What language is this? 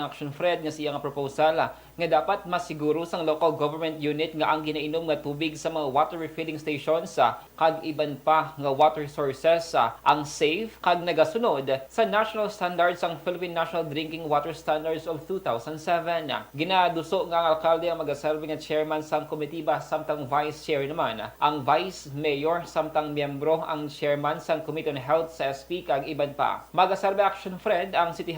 Hiligaynon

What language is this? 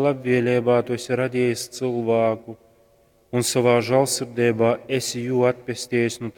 Latgalian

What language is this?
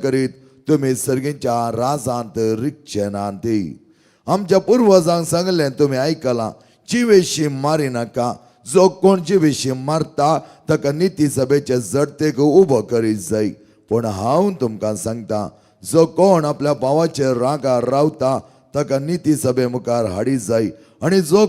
Konkani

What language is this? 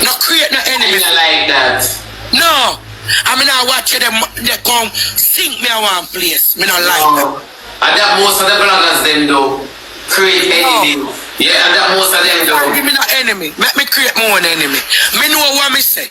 Jamaican Creole English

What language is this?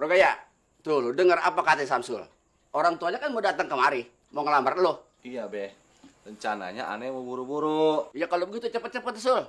Betawi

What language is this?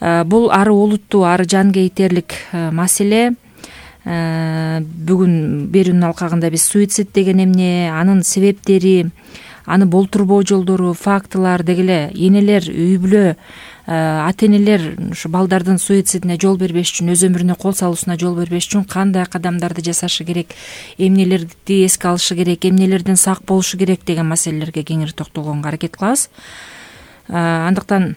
Kyrgyz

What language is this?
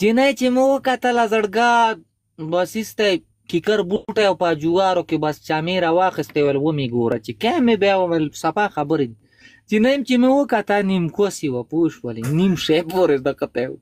Pashto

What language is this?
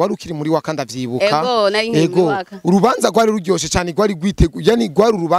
Rundi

